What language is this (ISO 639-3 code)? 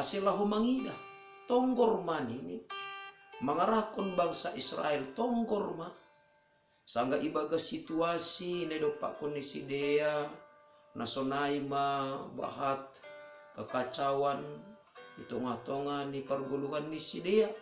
bts